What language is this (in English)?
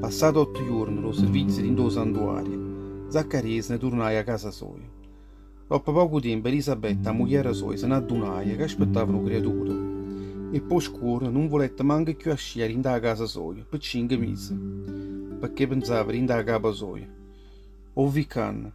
Neapolitan